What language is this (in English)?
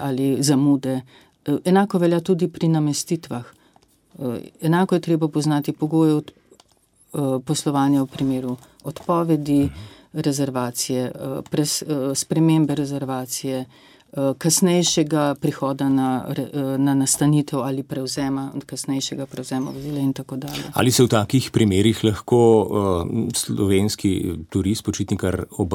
Slovenian